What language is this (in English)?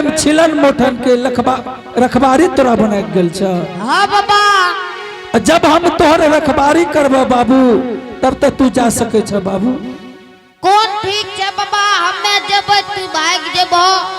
Angika